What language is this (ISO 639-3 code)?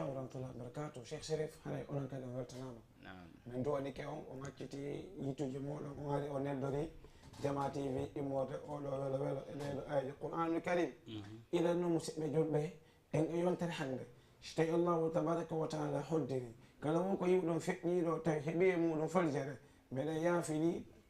ful